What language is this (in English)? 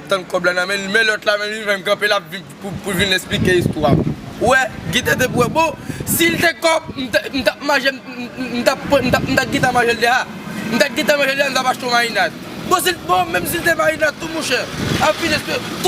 Haitian Creole